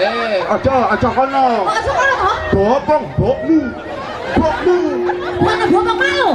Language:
Betawi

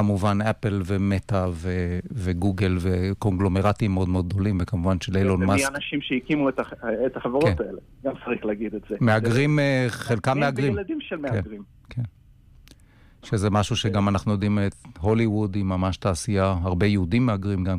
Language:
Hebrew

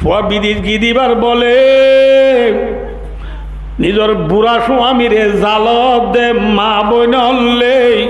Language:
Rohingya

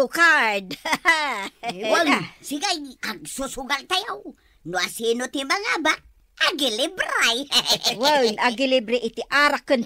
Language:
Iloko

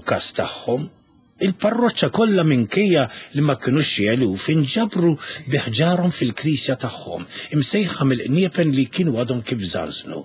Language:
Maltese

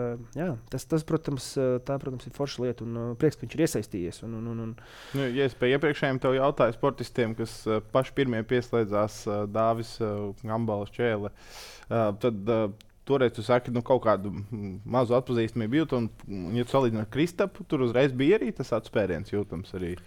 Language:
Latvian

